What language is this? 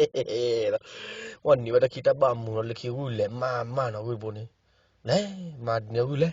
S'gaw Karen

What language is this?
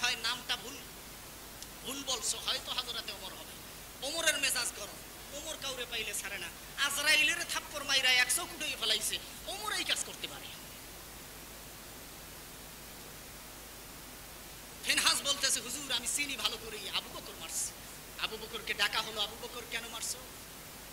Bangla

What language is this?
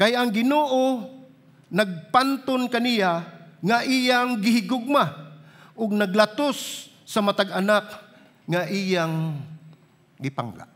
Cebuano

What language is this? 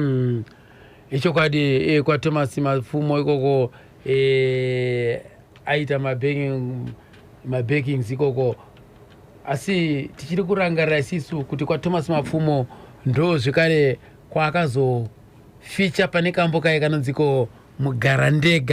Shona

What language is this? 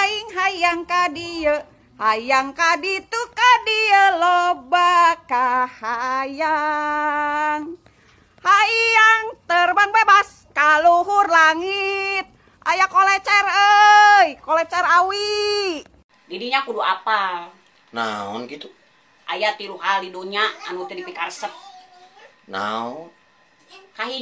Sundanese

